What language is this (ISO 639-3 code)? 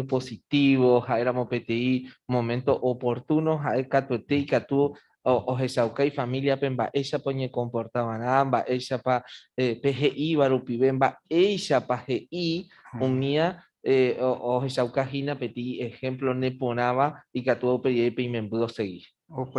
grn